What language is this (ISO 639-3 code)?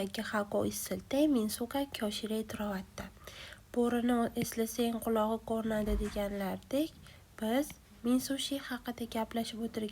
uzb